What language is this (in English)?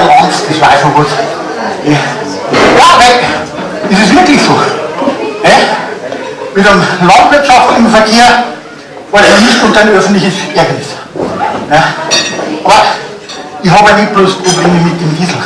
Bavarian